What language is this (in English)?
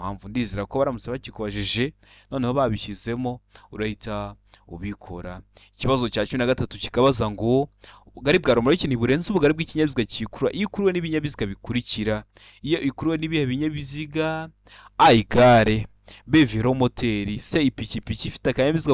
Kinyarwanda